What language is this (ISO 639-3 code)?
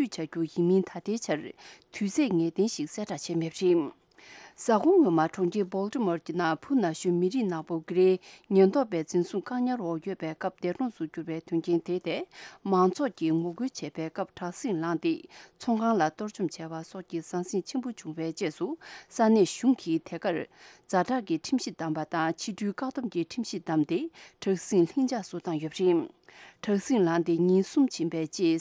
bod